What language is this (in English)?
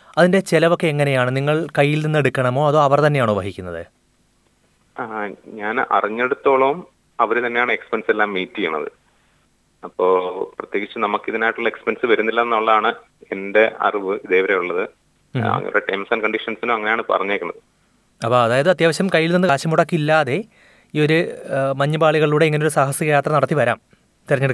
Malayalam